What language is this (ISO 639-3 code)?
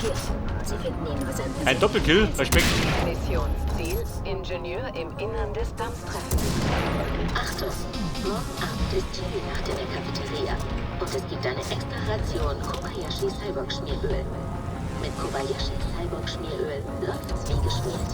bar